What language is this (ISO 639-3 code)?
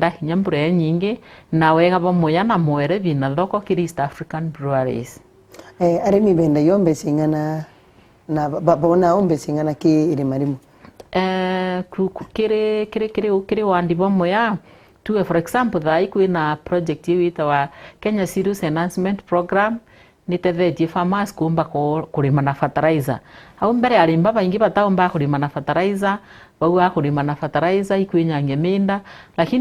mer